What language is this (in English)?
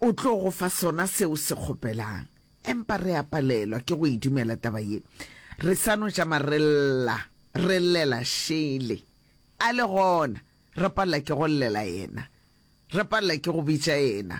Northern Sotho